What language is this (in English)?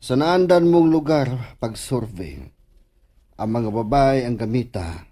Cebuano